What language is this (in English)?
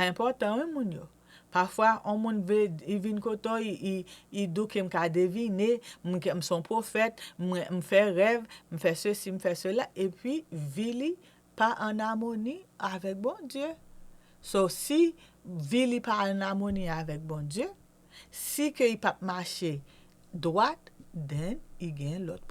Haitian Creole